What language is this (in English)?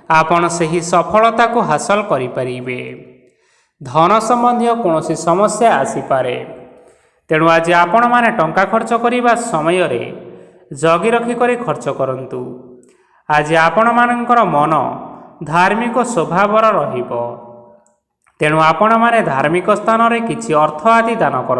Odia